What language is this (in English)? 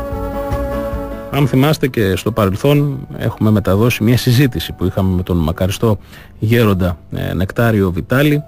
Greek